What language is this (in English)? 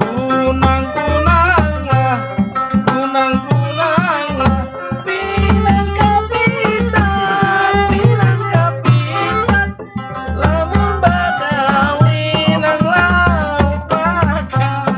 Banjar